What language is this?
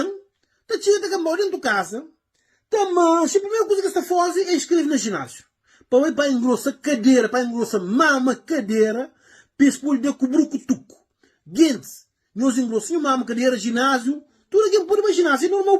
Kabuverdianu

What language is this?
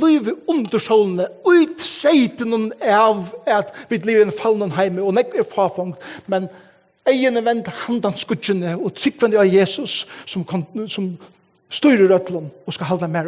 Faroese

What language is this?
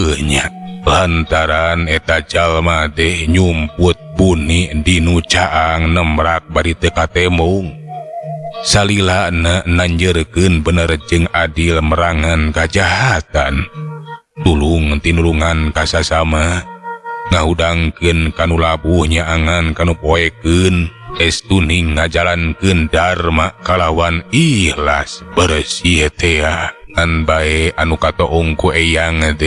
Sundanese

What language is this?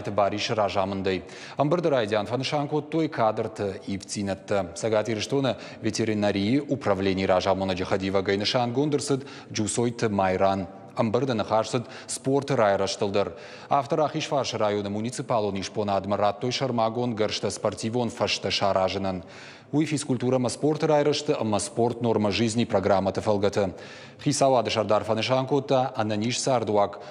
Ossetic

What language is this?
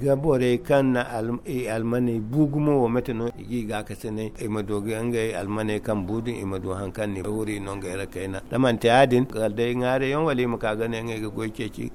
Zarma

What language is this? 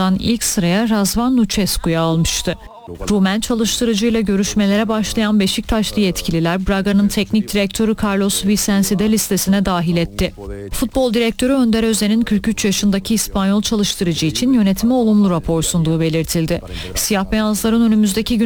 Turkish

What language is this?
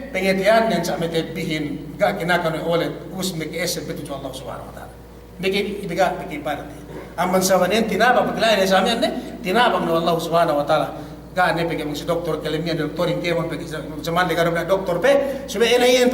Yakan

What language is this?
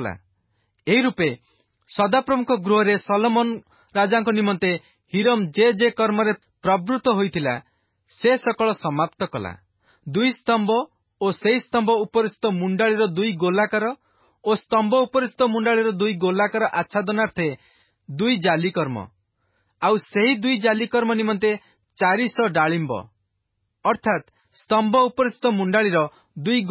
Odia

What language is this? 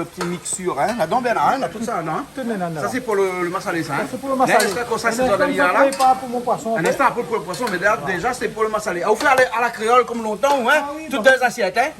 Réunion Creole French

